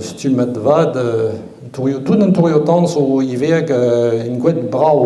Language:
Breton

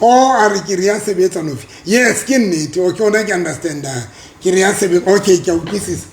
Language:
Southern Sotho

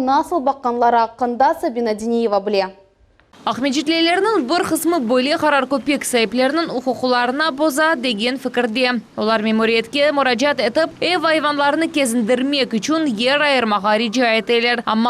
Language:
Crimean Tatar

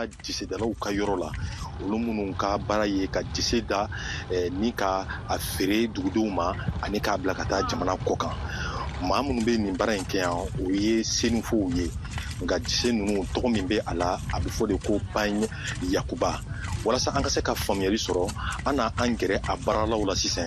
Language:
Bambara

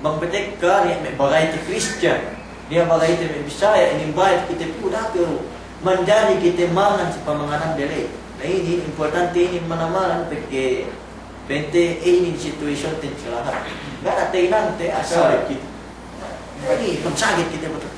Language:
Yakan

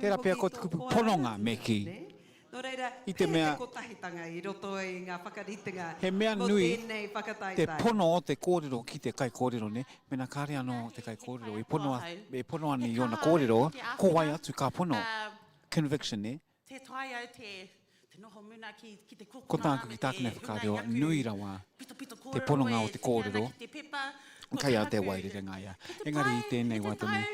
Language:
Māori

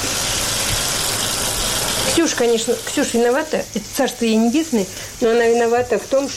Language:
Russian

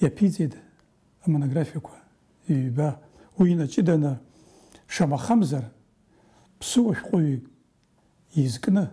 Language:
Abkhazian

